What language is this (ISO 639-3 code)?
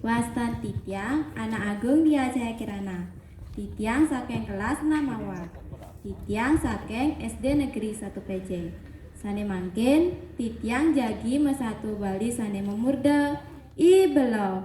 ban